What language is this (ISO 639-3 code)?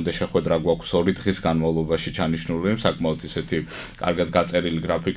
kat